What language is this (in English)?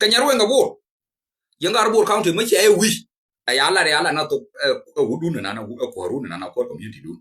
Nuer